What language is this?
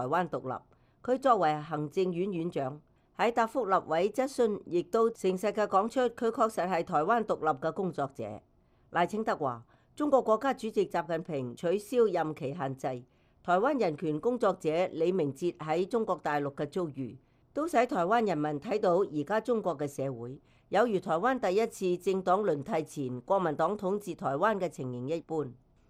Cantonese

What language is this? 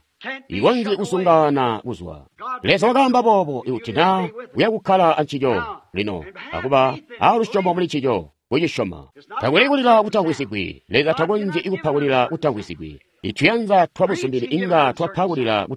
Tonga (Zambia)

